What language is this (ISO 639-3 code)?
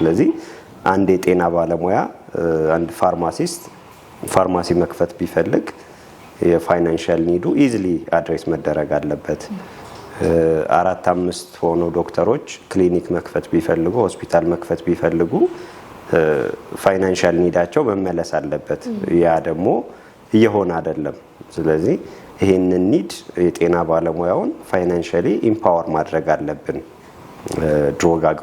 amh